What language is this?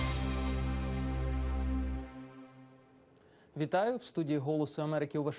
Ukrainian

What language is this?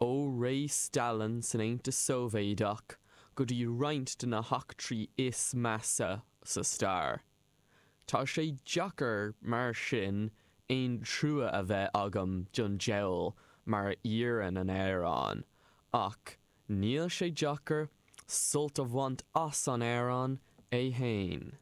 Irish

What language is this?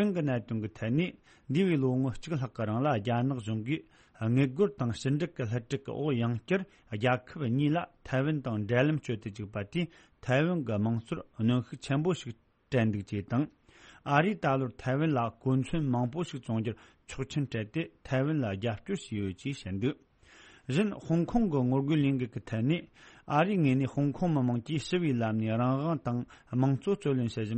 Tibetan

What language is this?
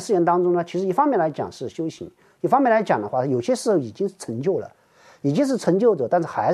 Chinese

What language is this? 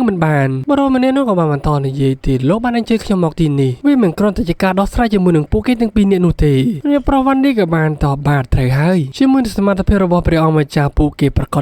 Khmer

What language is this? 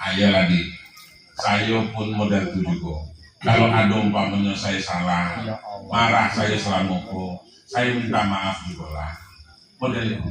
Minangkabau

